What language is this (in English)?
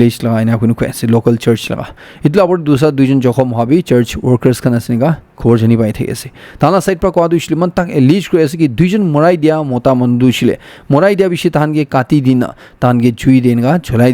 Naga Pidgin